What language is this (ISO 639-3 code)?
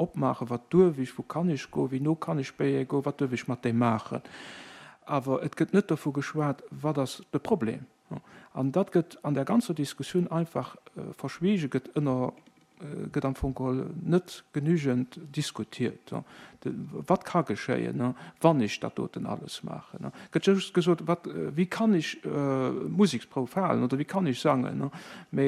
ltz